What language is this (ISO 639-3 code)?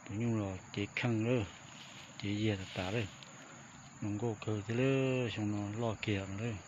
hmn